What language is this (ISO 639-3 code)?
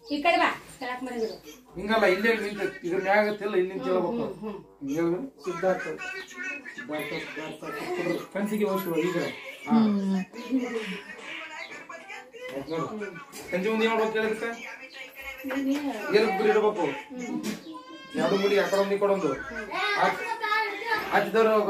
kan